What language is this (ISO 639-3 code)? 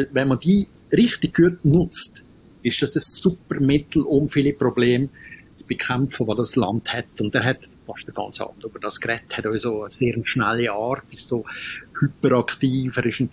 deu